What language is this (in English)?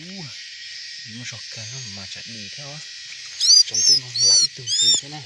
Hmong